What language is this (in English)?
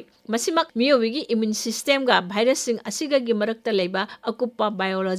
Manipuri